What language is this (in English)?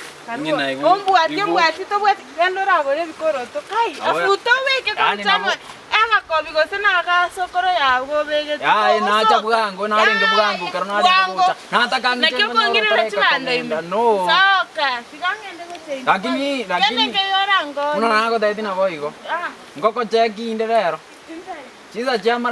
Gusii